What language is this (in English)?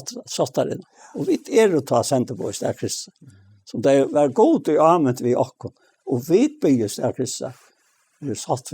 Faroese